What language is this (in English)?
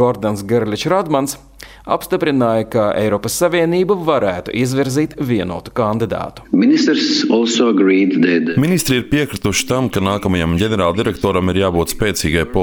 Latvian